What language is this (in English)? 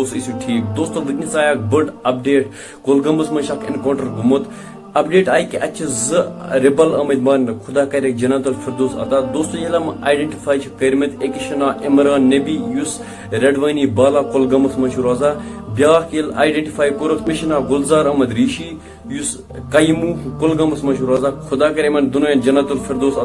Kashmiri